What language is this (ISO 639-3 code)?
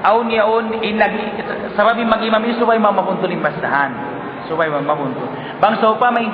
tsg